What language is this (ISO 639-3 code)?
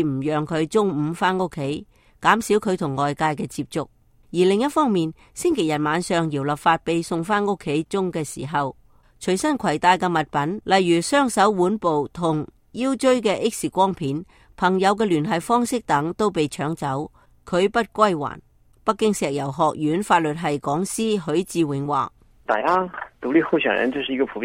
yue